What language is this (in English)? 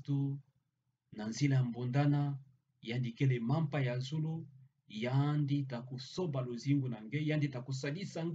Kituba (Democratic Republic of Congo)